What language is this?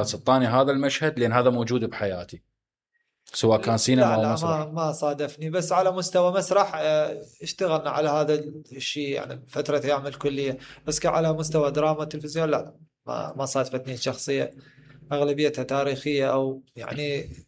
Mesopotamian Arabic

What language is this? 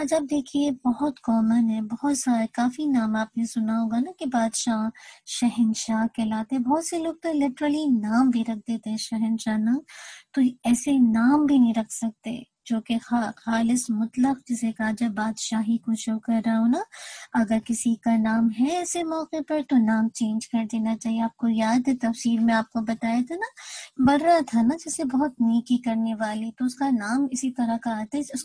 Urdu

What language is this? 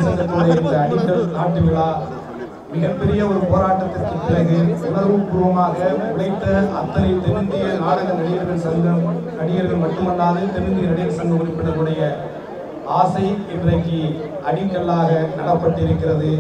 Tamil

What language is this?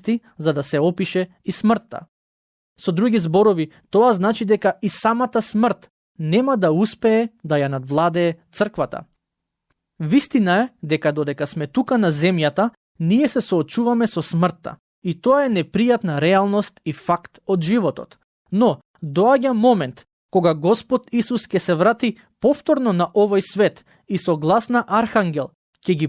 Macedonian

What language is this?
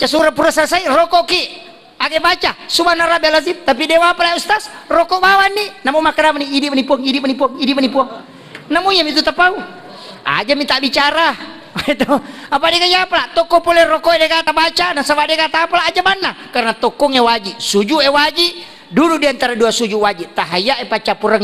Buginese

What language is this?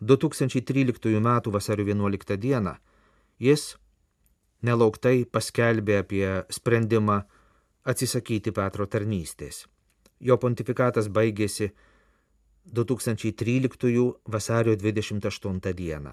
Lithuanian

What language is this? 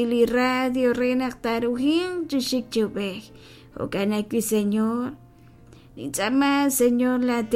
Kekchí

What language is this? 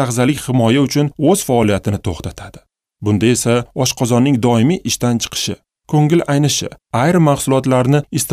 Uzbek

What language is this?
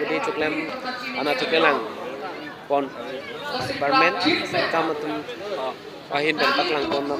Karbi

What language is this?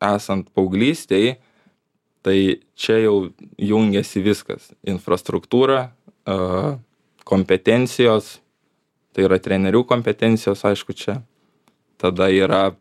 Lithuanian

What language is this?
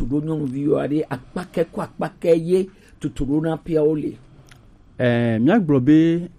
Gen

